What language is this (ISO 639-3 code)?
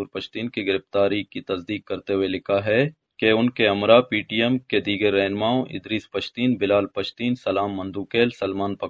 urd